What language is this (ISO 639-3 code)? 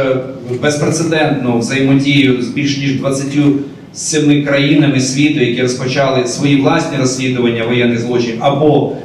ukr